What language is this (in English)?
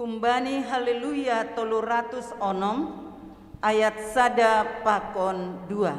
Batak Simalungun